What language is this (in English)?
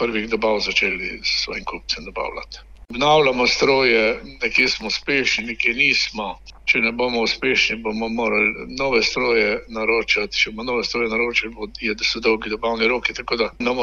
Slovenian